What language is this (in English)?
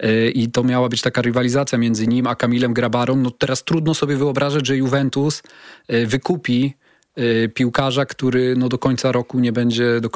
Polish